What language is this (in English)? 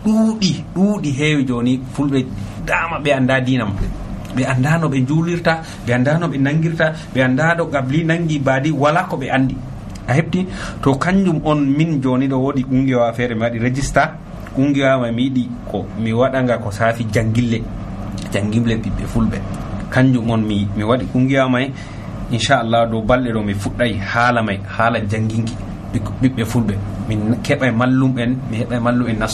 Nigerian Fulfulde